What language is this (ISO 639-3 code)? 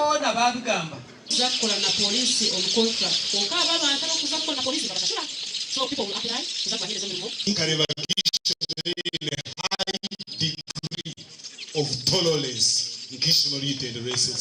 nyn